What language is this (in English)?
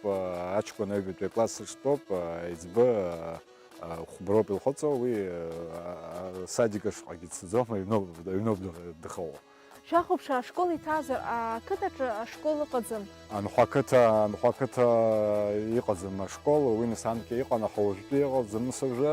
Abkhazian